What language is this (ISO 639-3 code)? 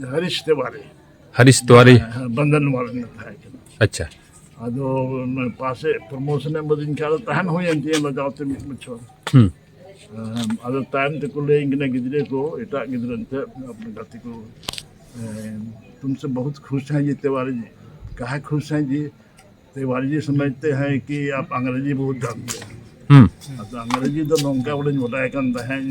sat